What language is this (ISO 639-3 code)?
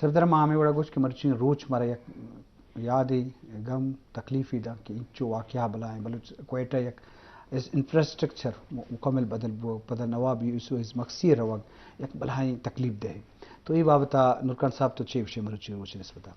bgp